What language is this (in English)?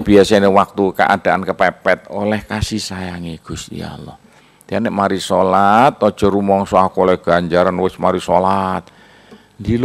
Javanese